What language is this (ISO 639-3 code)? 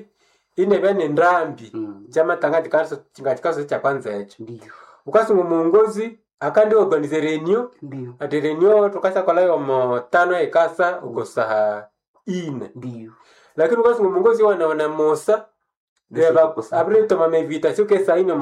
swa